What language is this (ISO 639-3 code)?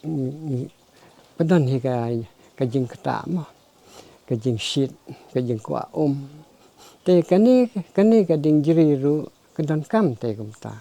kha